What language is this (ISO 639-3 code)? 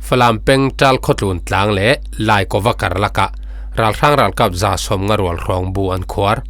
cfm